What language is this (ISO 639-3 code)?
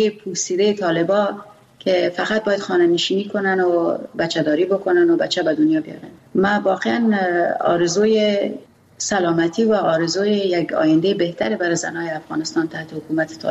fas